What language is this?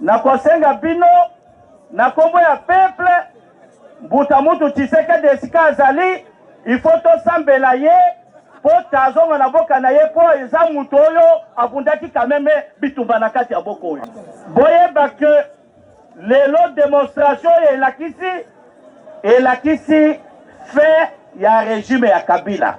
Lingala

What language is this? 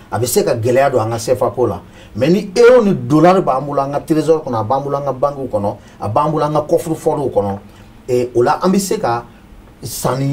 Bambara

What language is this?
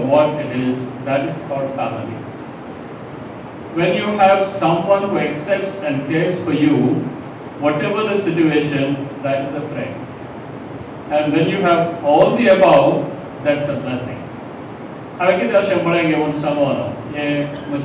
Konkani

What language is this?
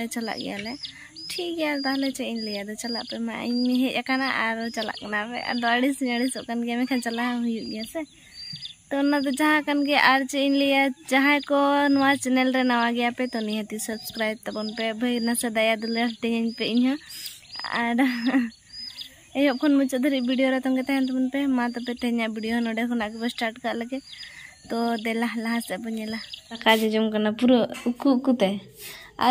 Santali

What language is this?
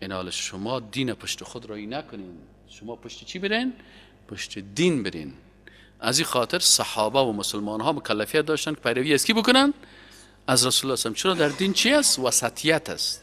Persian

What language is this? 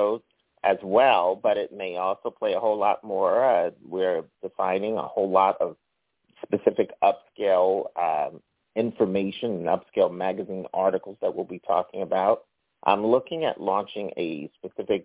English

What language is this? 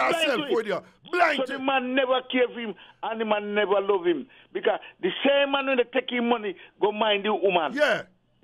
Jamaican Creole English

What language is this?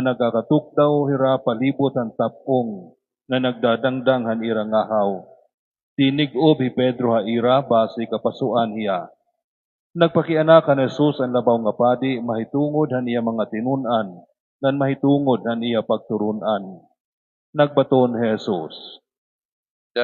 Waray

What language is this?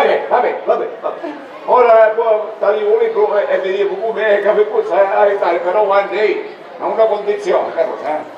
Sicilian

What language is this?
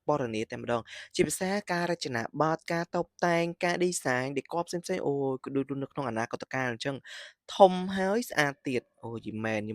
Khmer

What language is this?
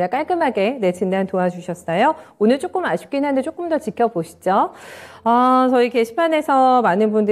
Korean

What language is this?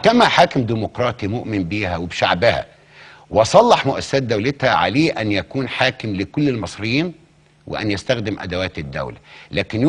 Egyptian Arabic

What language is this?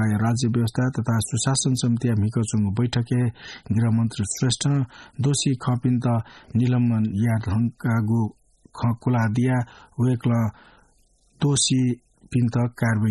Newari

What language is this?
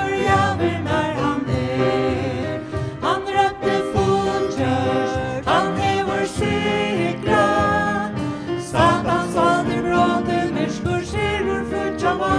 Faroese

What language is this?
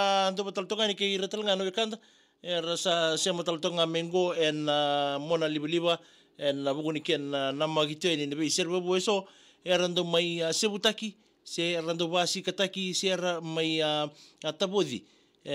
Fijian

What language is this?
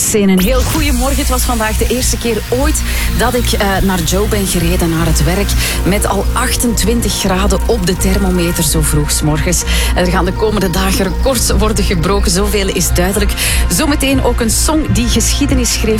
Dutch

